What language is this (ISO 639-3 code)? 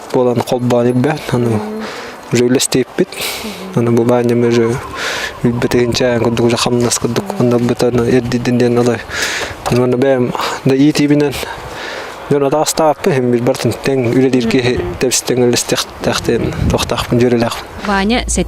sah